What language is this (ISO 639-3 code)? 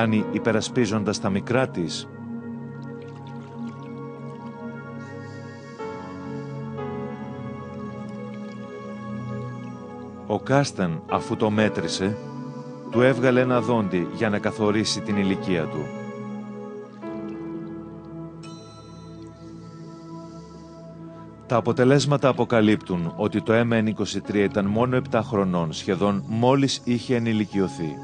ell